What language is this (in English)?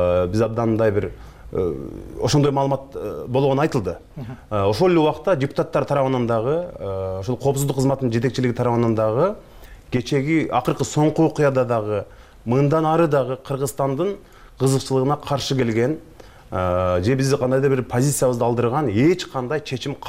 Kyrgyz